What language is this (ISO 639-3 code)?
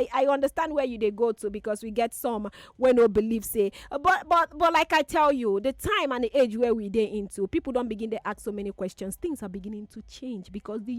pcm